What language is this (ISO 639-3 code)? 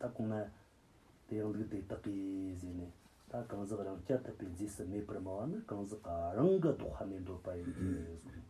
bod